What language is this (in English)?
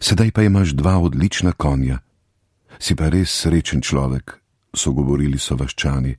Slovenian